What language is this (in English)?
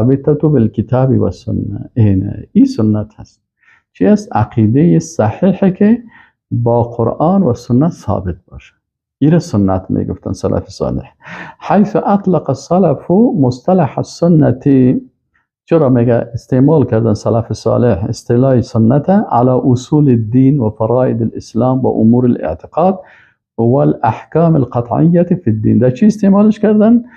Persian